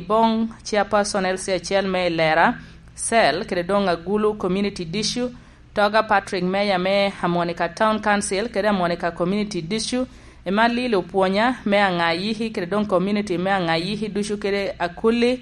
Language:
Lango (Uganda)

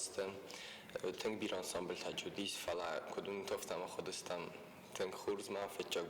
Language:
Ossetic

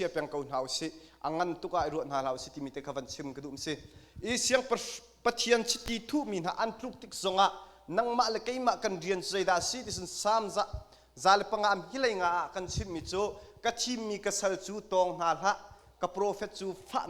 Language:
Hakha Chin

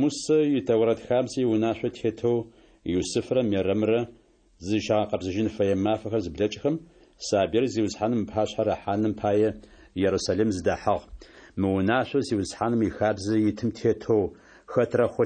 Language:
Adyghe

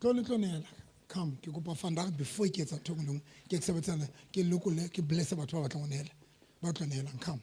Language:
Southern Sotho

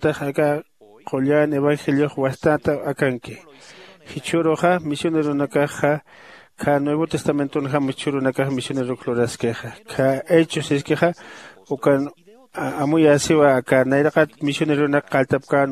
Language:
Aymara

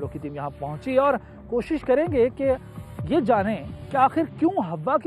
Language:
Hindi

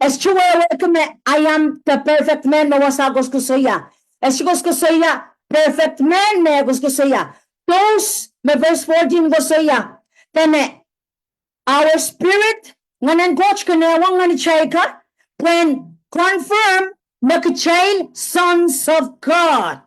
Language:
Pohnpeian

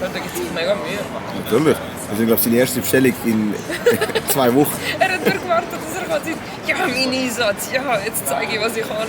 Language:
Swiss German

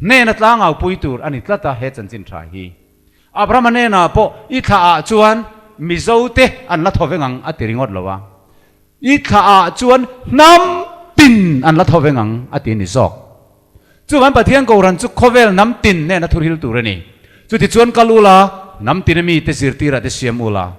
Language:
Mizo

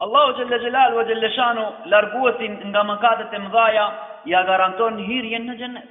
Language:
Albanian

